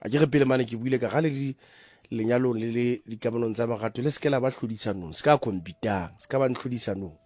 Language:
Tswana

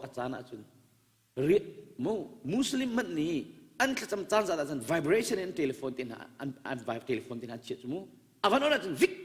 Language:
Hakha Chin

